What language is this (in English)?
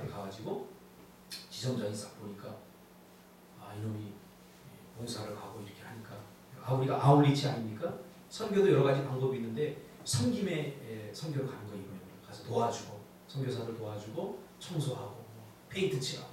Korean